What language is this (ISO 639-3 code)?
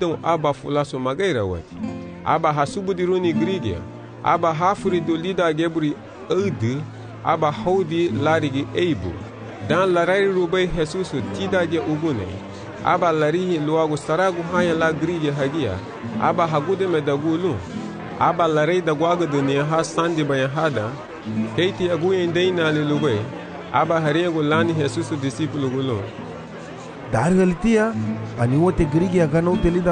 cab